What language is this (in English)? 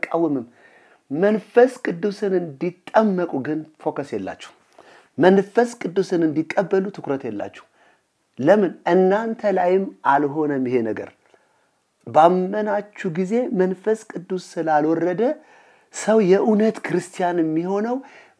Amharic